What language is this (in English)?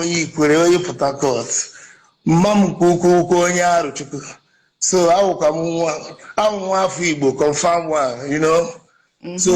Igbo